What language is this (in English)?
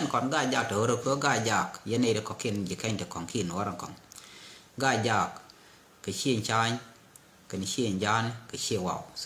Nuer